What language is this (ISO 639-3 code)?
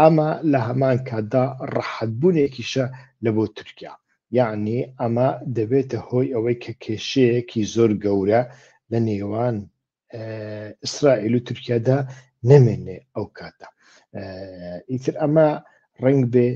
ckb